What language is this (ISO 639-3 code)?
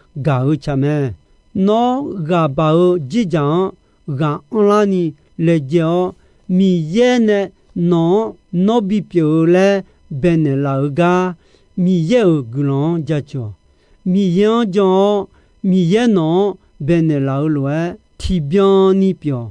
ahk